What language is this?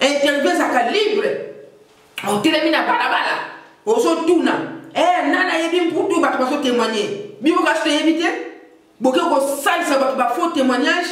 Lingala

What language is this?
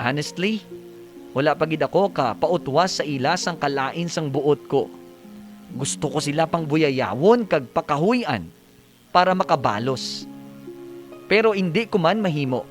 Hiligaynon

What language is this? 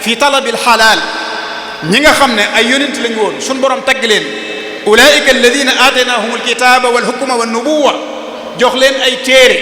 Wolof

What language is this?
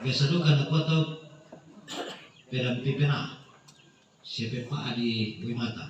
Toraja-Sa'dan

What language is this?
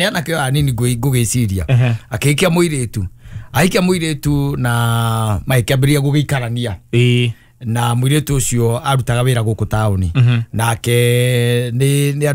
Kikuyu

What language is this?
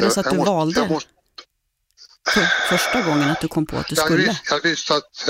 Swedish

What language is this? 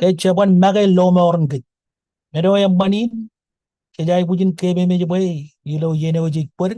Marshallese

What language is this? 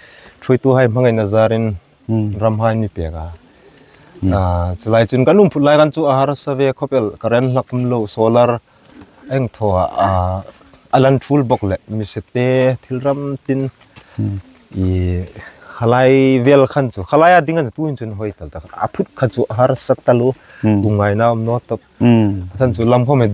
Hmar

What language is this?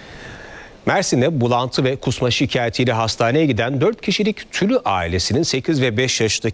Turkish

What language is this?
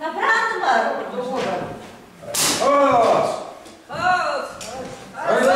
Chuvash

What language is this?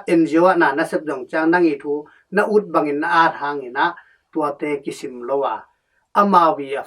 Tedim Chin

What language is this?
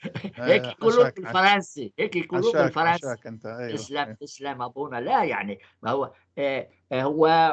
North Levantine Arabic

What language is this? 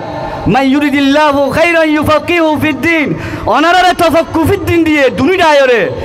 Rohingya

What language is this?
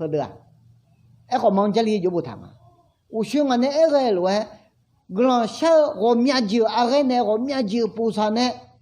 Akha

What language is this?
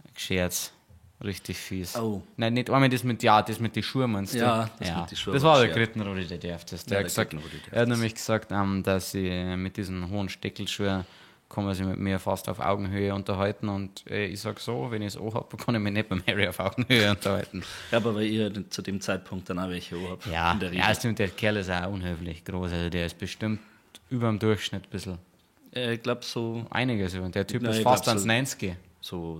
Bavarian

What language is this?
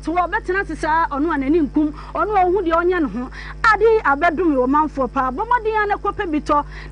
Akan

